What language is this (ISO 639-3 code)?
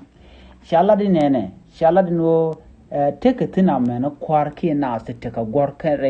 nus